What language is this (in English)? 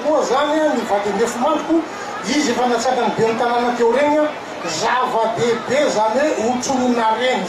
Malagasy